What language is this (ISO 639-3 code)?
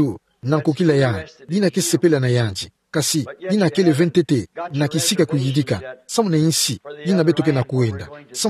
ktu